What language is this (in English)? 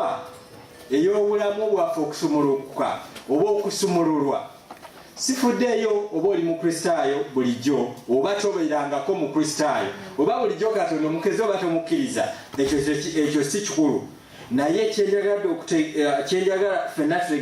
Ganda